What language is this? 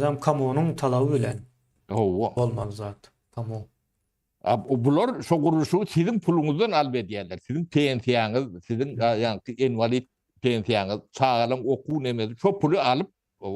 Turkmen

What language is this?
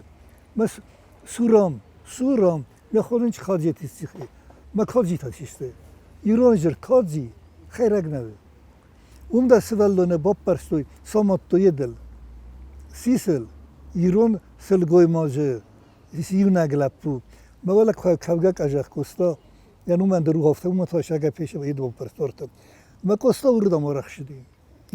Ossetic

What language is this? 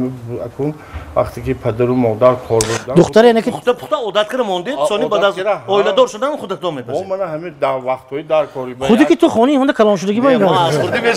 Tajik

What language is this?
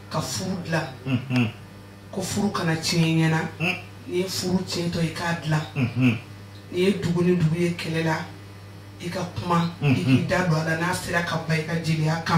Bambara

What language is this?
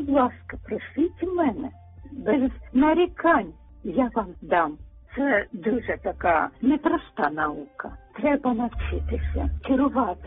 Ukrainian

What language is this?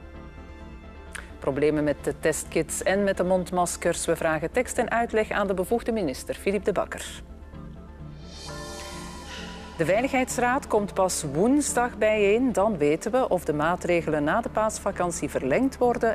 Dutch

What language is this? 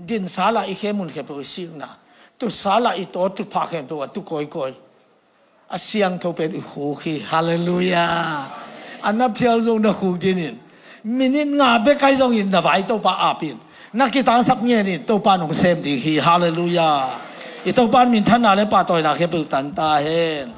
Tedim Chin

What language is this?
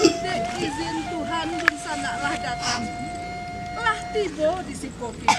Minangkabau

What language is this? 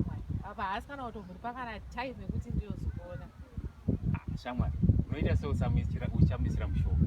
Shona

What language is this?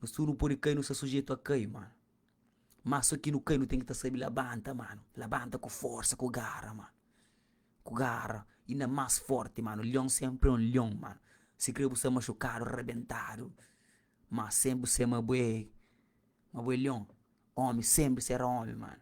Kabuverdianu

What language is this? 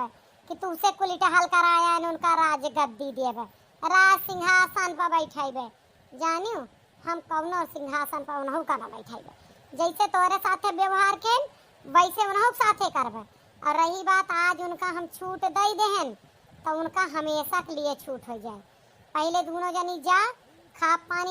Awadhi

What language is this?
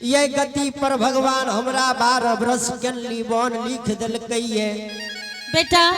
Angika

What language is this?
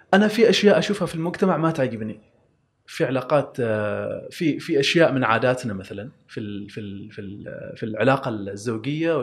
Gulf Arabic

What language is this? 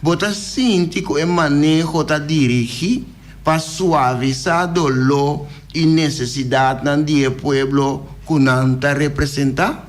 Papiamento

